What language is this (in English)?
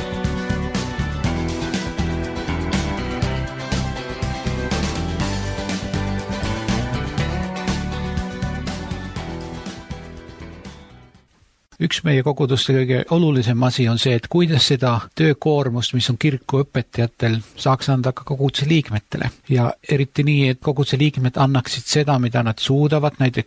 Estonian